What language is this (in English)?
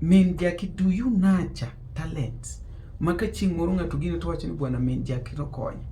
Luo (Kenya and Tanzania)